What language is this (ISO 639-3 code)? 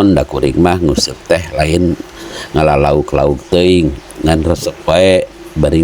sun